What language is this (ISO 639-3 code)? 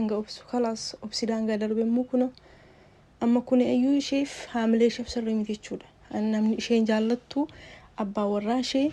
orm